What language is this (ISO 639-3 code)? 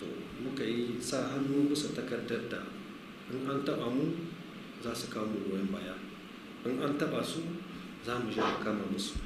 hau